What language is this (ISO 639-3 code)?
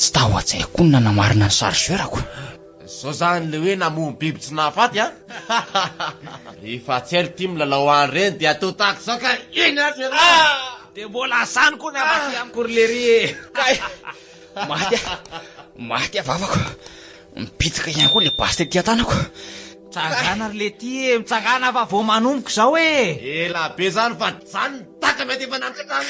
mlg